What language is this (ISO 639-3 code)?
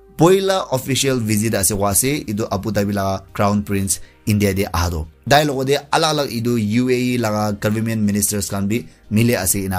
nag